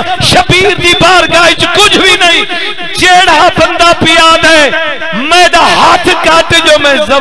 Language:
Saraiki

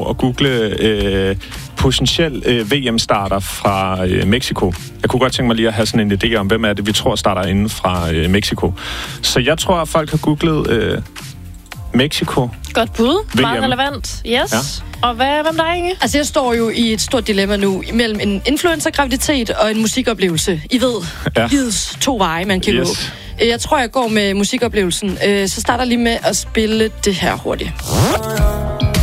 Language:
Danish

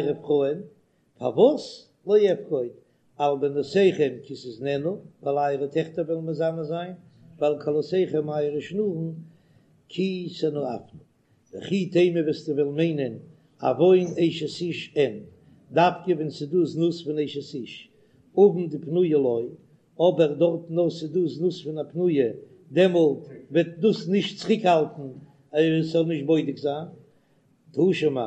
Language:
Yiddish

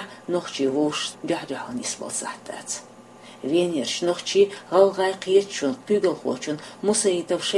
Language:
Chechen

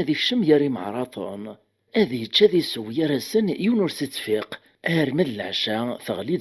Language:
Kabyle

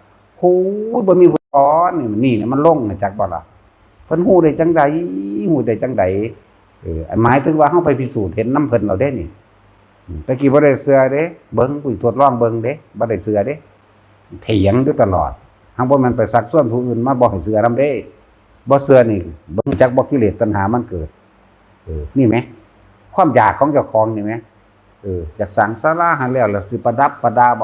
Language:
Northeastern Thai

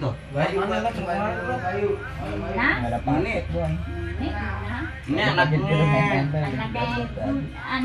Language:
Betawi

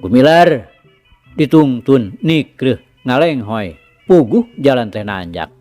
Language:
Sundanese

